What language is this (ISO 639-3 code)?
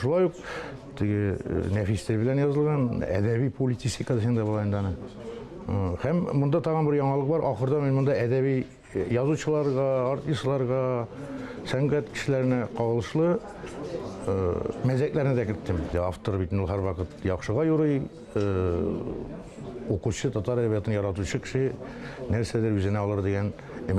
tat